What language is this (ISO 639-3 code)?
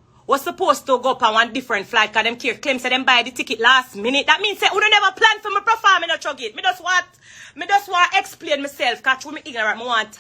jam